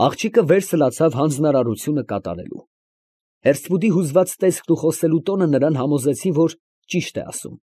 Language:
Armenian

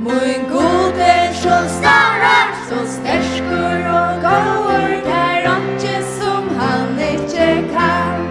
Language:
Faroese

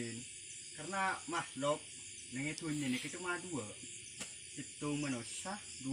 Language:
Madurese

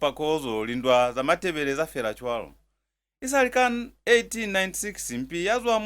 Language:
Lozi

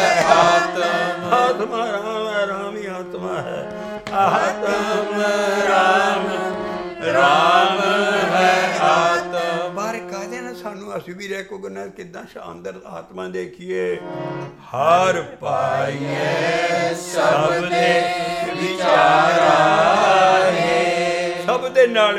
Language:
Punjabi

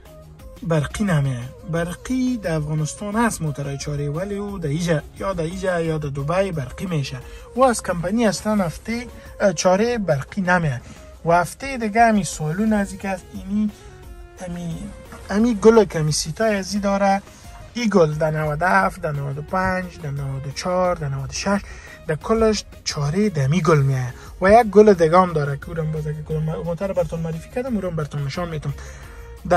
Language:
Persian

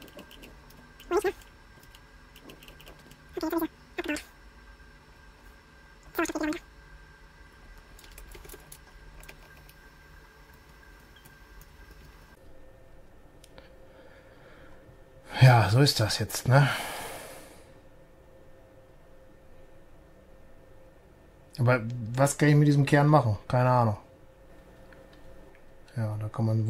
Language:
German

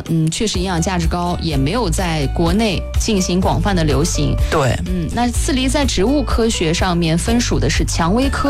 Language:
Chinese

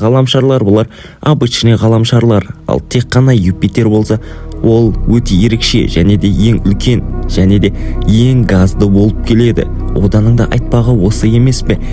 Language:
Kazakh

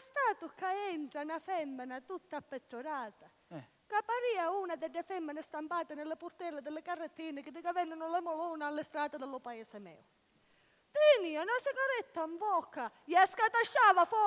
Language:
Sicilian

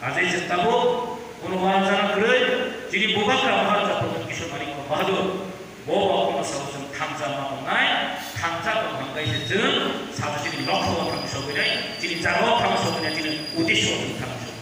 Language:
Kok Borok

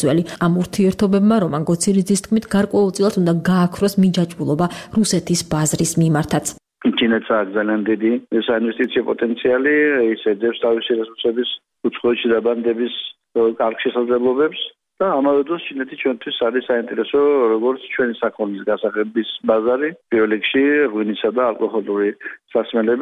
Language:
Georgian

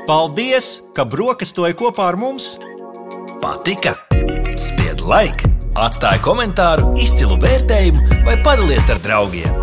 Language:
Latvian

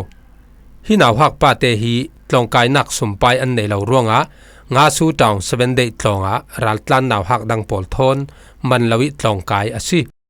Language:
Falam Chin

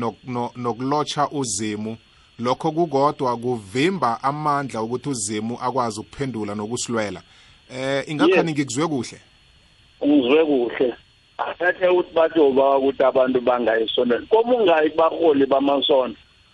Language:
South Ndebele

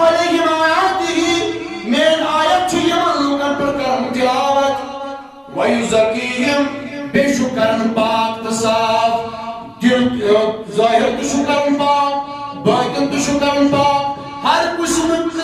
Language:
Kashmiri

